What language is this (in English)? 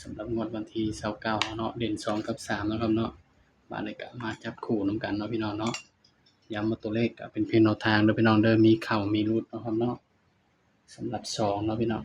Northeastern Thai